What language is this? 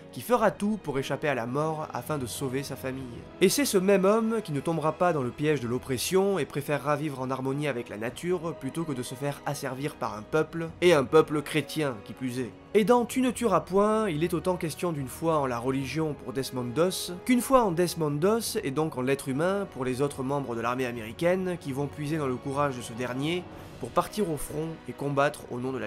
French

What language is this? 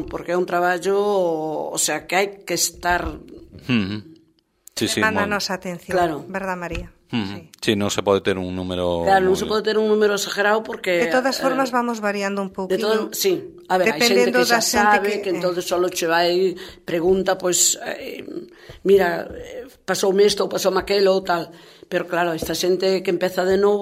Galician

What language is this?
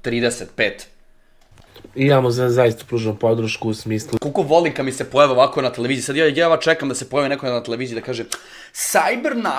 Serbian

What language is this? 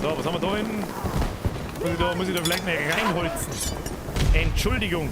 Bavarian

